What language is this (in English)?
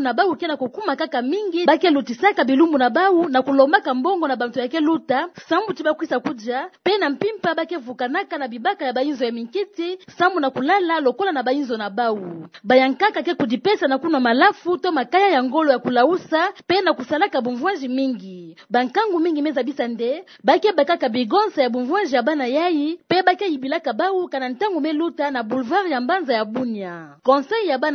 Kituba (Democratic Republic of Congo)